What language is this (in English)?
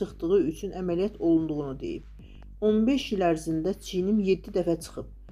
Azerbaijani